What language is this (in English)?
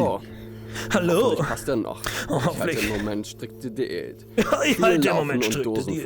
Bavarian